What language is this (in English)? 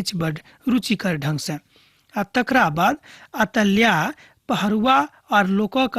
Maithili